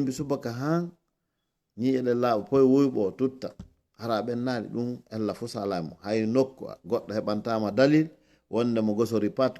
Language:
Fula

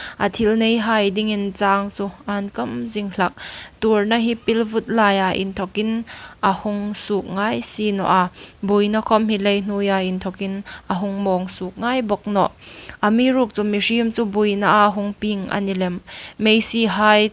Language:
Hmar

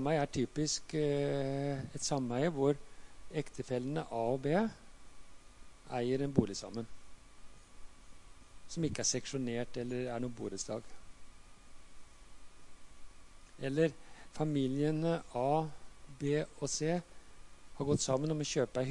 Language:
Norwegian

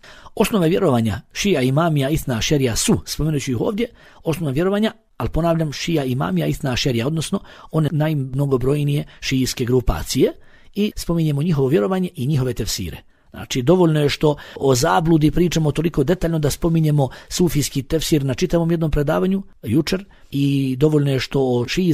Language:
Bosnian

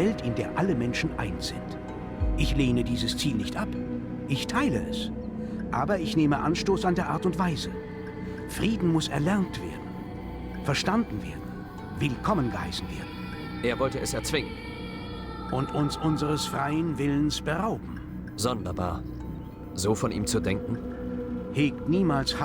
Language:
Bavarian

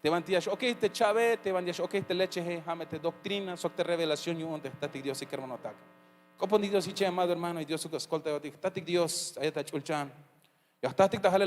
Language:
Tzeltal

